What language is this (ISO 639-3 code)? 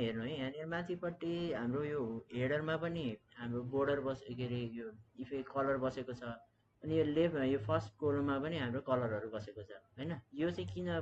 nep